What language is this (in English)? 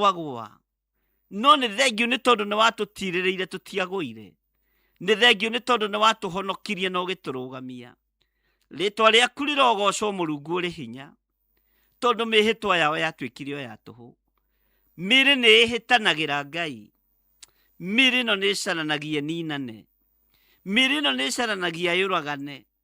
Kikuyu